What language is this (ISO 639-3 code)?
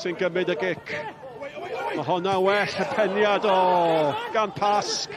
cym